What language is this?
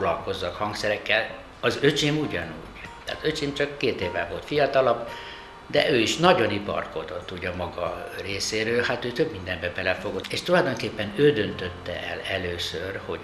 Hungarian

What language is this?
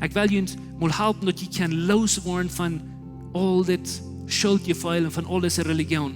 Plautdietsch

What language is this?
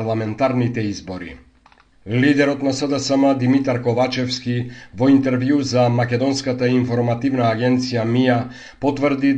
Macedonian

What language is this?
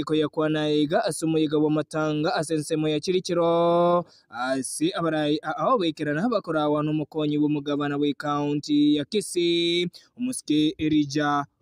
Gusii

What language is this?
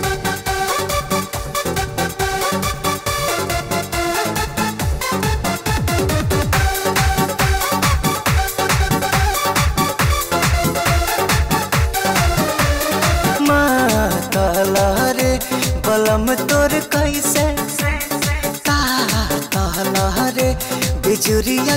Bhojpuri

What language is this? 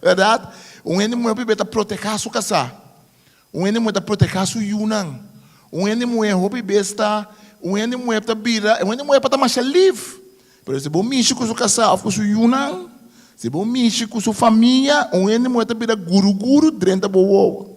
Papiamento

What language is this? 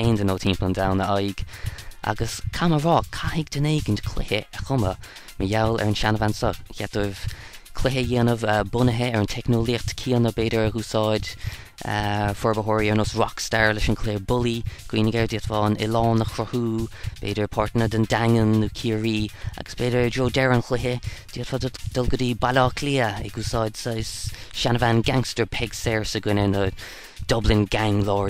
Irish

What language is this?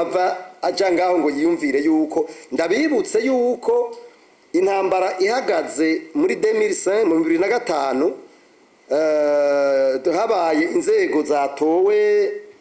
Rundi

